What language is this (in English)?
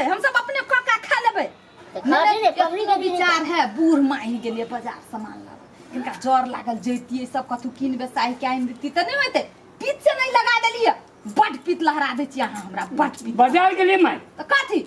Maithili